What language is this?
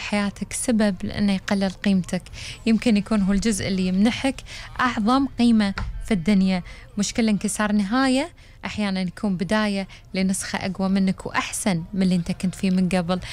Gulf Arabic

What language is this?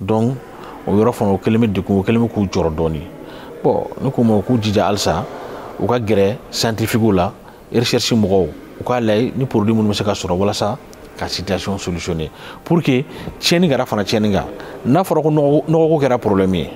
Bambara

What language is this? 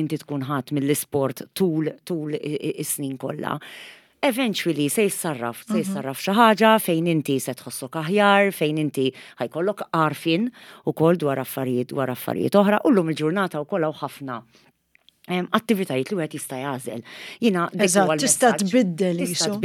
Maltese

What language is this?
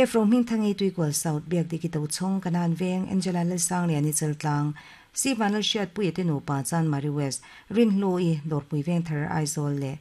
Mizo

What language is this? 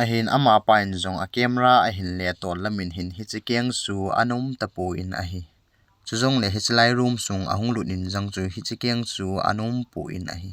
Thado Chin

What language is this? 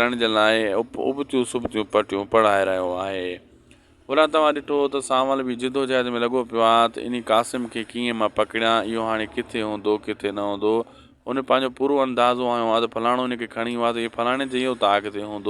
Sindhi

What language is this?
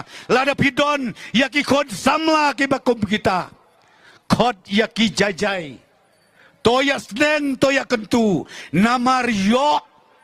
Khasi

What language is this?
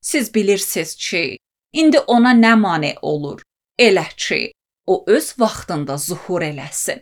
Azerbaijani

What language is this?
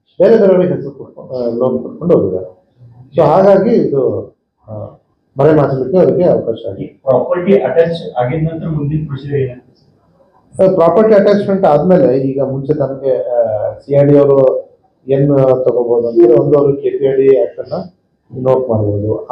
Kannada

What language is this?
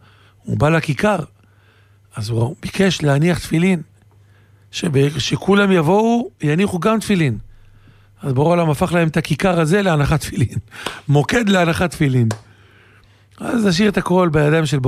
Hebrew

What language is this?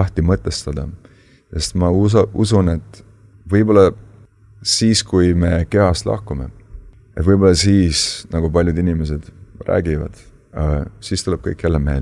Estonian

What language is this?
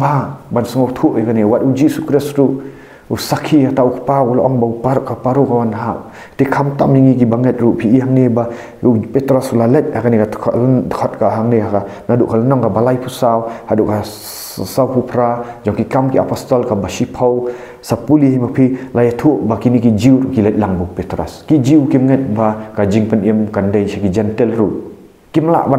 Khasi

